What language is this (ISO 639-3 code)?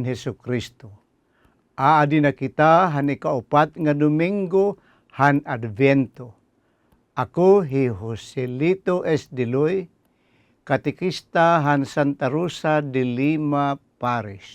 war